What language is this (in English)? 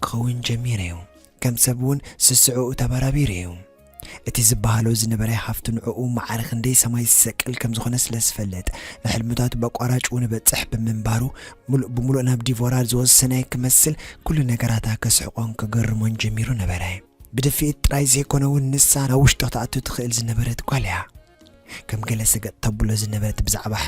Tigrinya